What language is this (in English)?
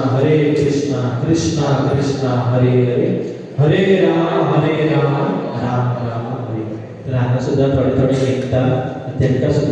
Konkani